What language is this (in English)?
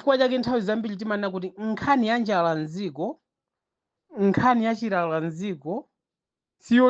Nyanja